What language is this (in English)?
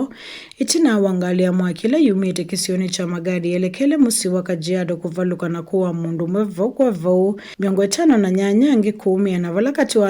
Kamba